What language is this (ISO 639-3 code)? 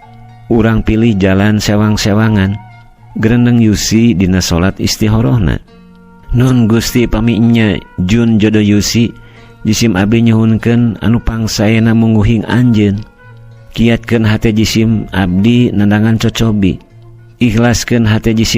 sun